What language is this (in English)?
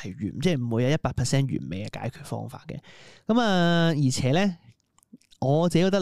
Cantonese